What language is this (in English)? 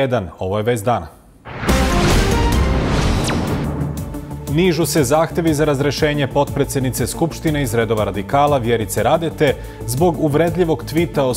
Serbian